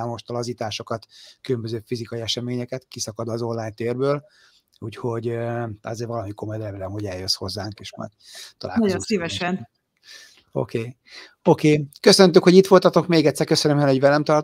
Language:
Hungarian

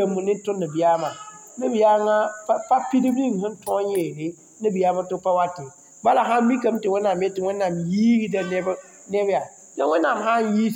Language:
Mossi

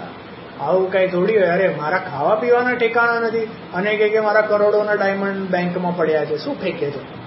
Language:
Gujarati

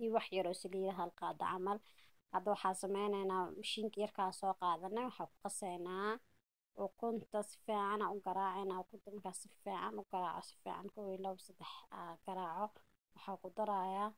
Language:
Somali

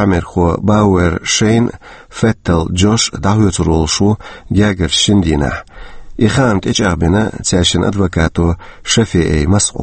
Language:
Chechen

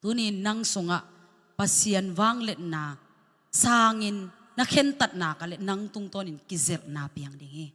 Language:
Tedim Chin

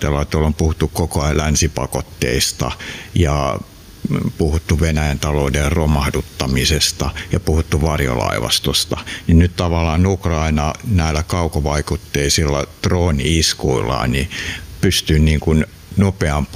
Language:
Finnish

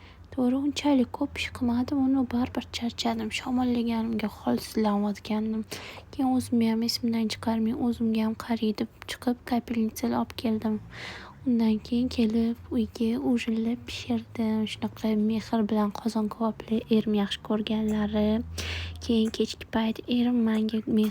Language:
Uzbek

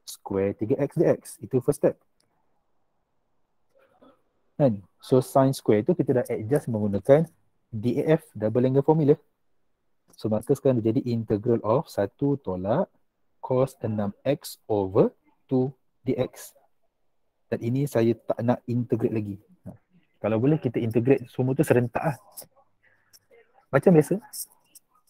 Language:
Malay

